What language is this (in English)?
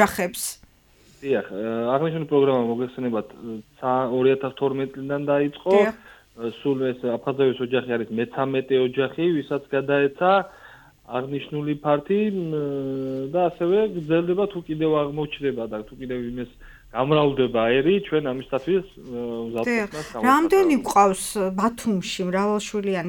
Georgian